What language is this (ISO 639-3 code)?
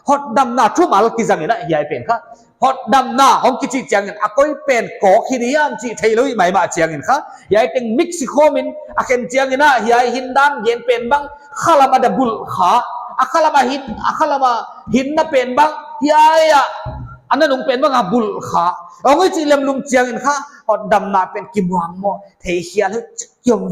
pck